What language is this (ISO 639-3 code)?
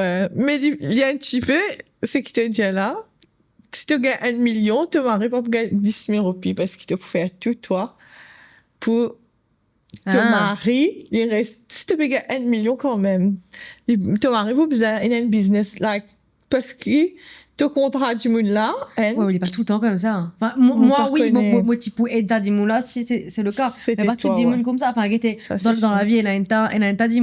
mfe